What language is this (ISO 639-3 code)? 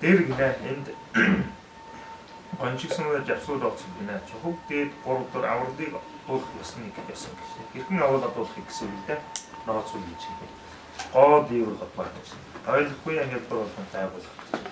mon